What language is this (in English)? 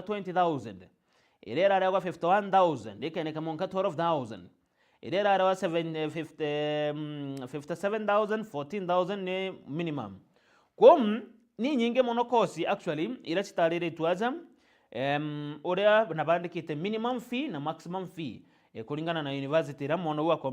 Meru